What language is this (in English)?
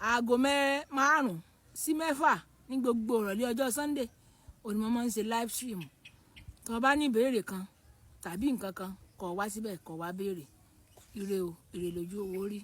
Yoruba